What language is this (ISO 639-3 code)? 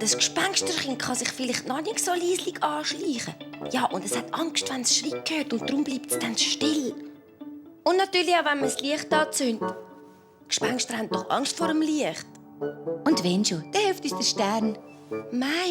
gsw